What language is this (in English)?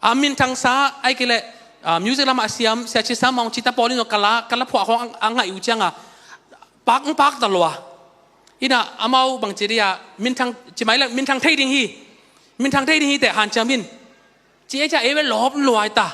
Tedim Chin